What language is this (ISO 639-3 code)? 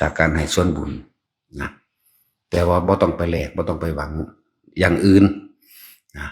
tts